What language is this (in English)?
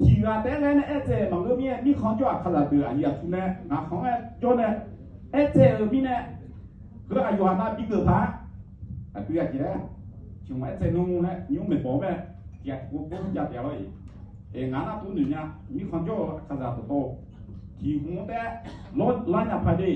Akha